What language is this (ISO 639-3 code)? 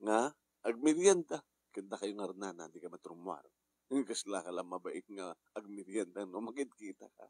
ilo